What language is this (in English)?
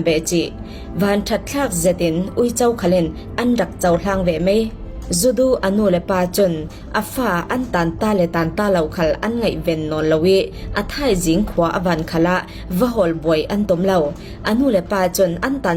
Falam Chin